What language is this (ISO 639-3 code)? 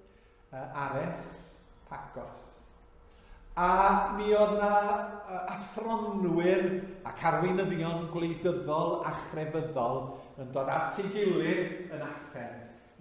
cym